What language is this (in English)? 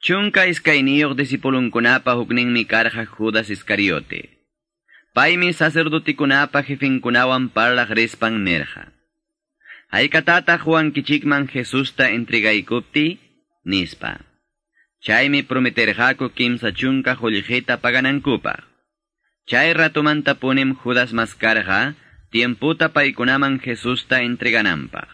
Quechua